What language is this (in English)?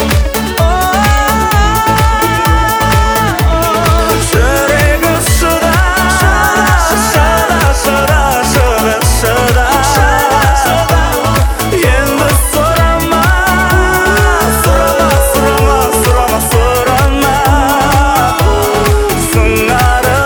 Kazakh